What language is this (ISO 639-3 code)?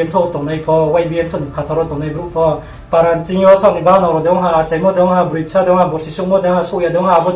ria